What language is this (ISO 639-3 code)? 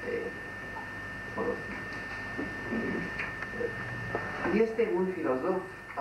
ron